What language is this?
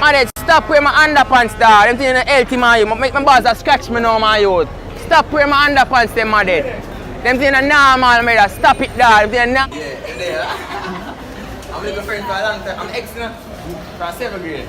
Jamaican Creole English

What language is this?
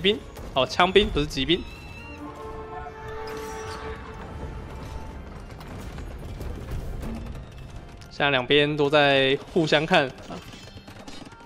Chinese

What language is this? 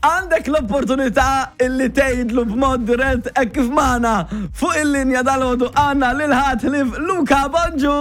Maltese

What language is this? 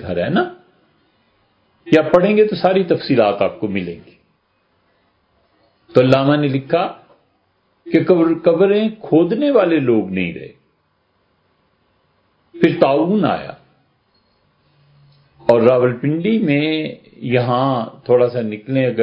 Urdu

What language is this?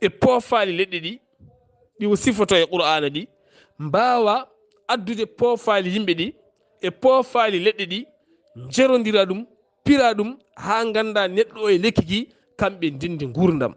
Fula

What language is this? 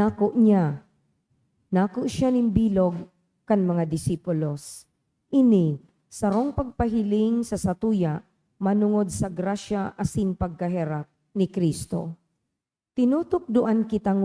Bikol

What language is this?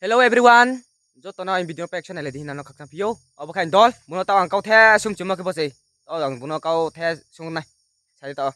Riang (India)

